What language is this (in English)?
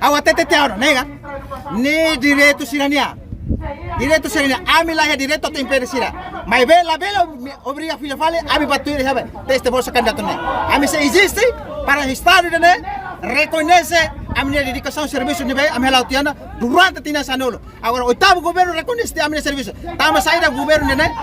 Tetum